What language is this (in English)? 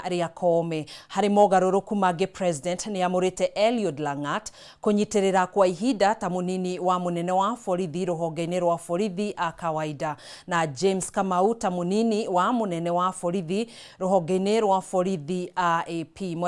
Kikuyu